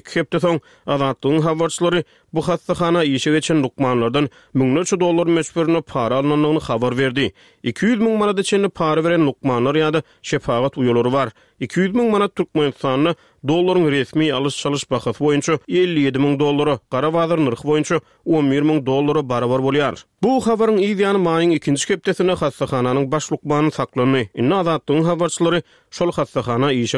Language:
Turkmen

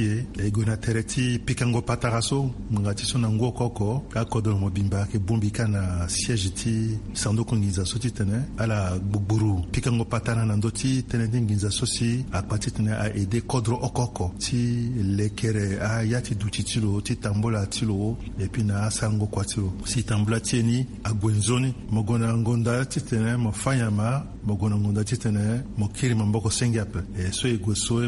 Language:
Sango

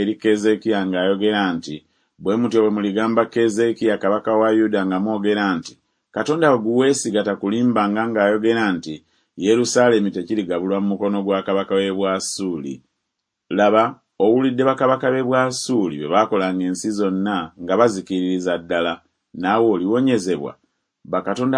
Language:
Ganda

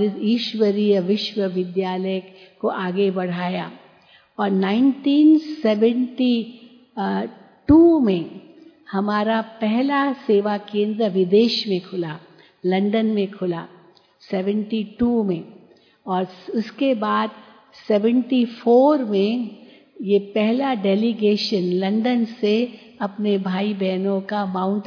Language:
Hindi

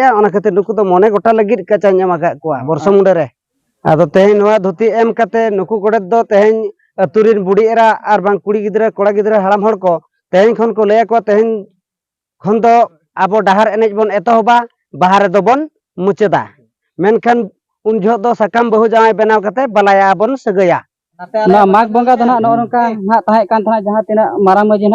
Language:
Santali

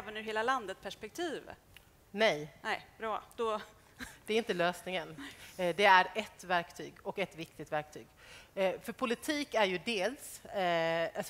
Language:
Swedish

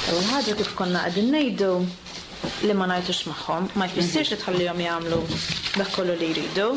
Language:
Maltese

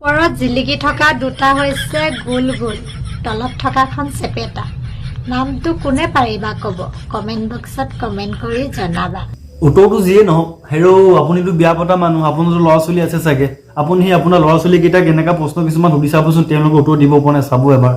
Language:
Assamese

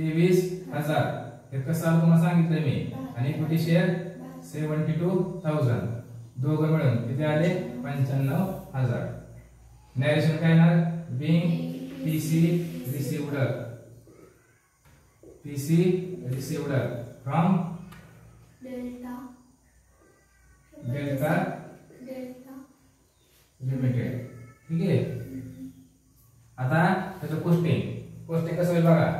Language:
Marathi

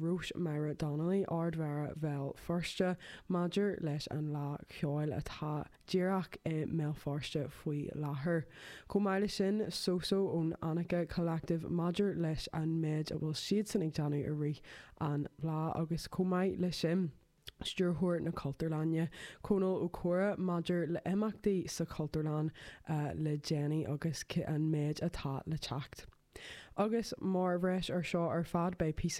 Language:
Irish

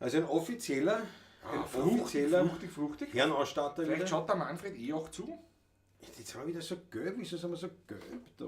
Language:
Bavarian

